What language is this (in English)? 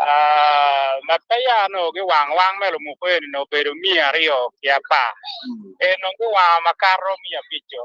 Acoli